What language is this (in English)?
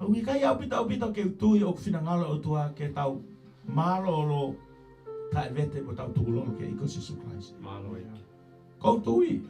Tongan